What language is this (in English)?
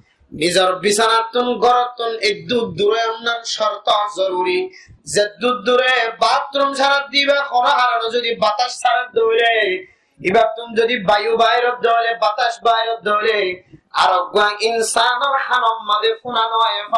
Rohingya